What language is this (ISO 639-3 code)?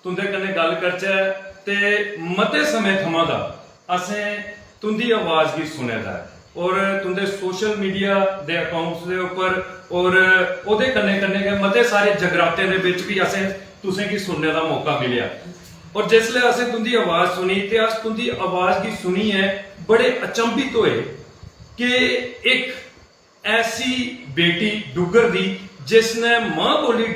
doi